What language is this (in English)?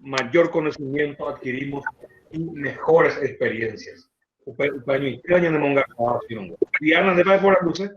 Guarani